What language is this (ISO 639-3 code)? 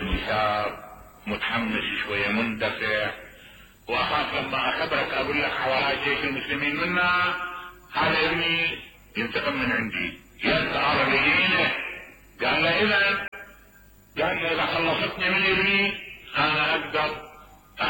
acm